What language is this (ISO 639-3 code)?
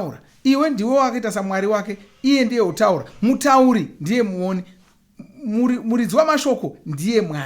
sna